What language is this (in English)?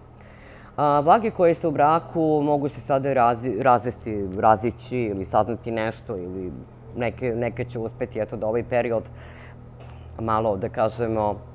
Serbian